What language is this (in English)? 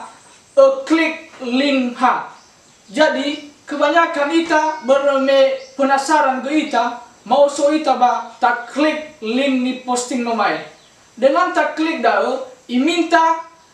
Nias